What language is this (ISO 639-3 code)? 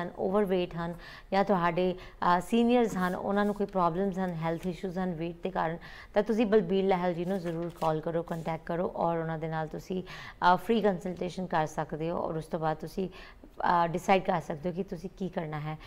pan